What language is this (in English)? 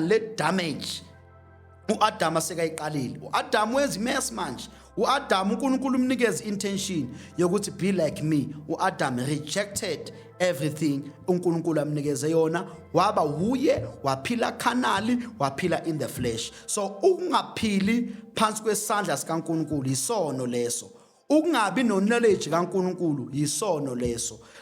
Zulu